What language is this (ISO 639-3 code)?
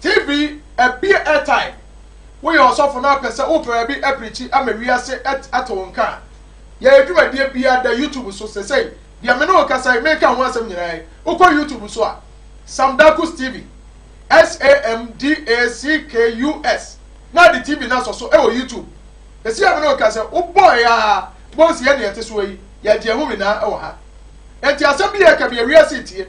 aka